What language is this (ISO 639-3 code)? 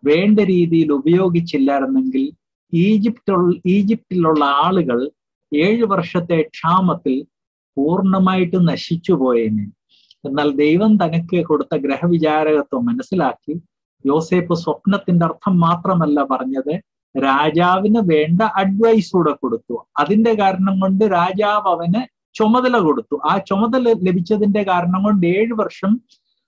mal